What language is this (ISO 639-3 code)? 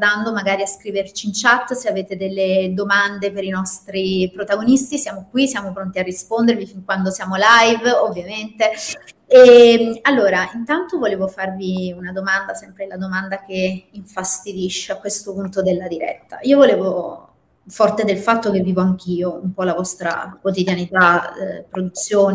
ita